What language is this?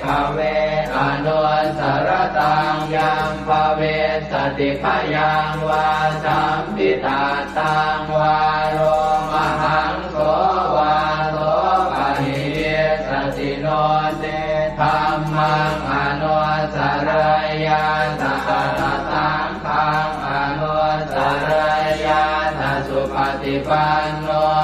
Pali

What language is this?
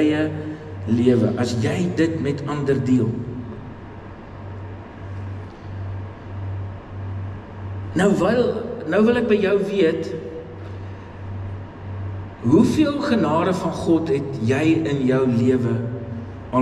Afrikaans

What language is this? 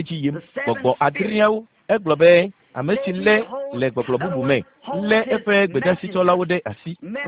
Ewe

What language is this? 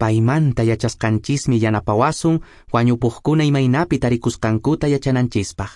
Quechua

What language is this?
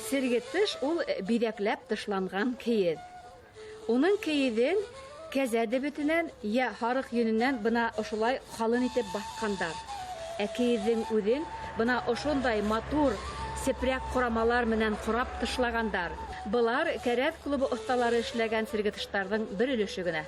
Bashkir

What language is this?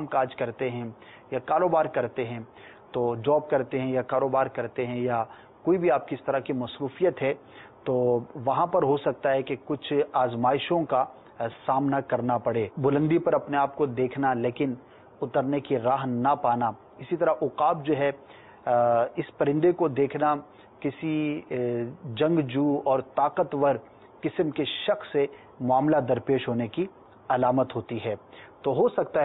Urdu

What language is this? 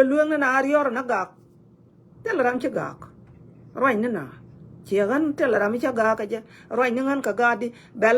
Nuer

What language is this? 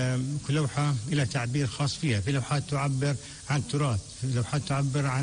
North Levantine Arabic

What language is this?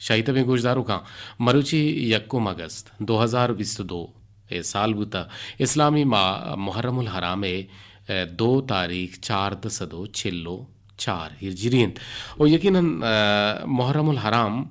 Eastern Balochi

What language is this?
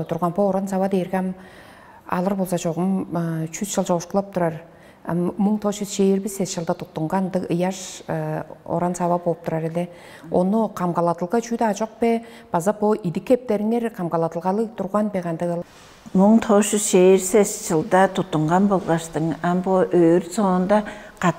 Tuvinian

